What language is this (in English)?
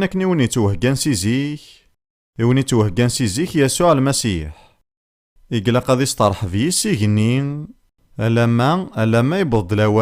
Kabyle